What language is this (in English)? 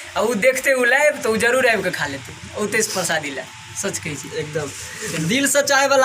Maithili